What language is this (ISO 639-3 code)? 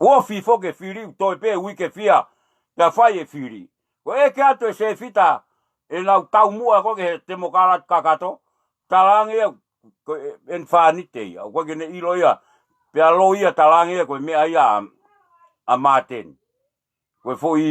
ton